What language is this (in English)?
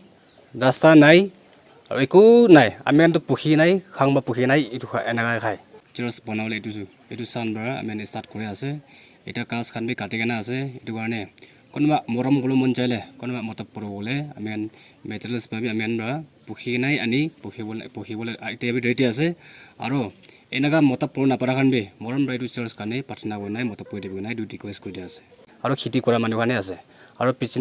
Naga Pidgin